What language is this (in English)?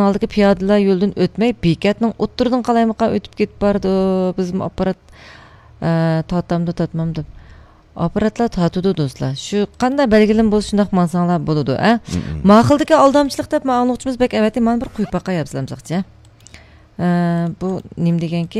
Uyghur